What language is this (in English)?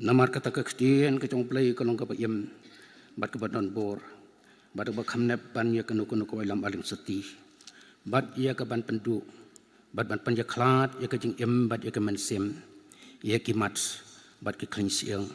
Khasi